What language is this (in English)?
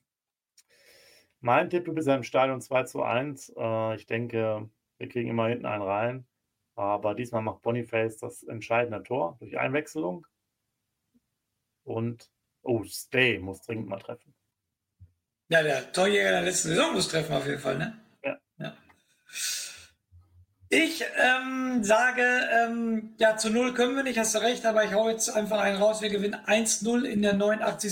German